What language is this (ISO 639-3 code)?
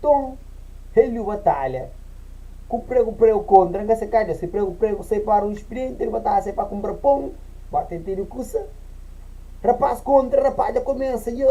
kea